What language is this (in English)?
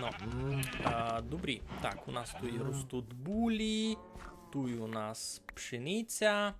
Rusyn